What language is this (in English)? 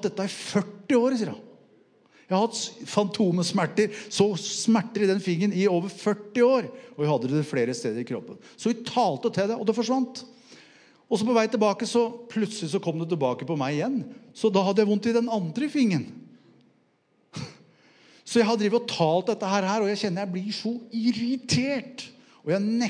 Norwegian